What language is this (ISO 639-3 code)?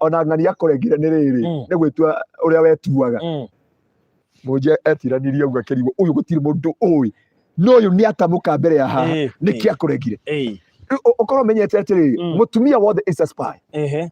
kik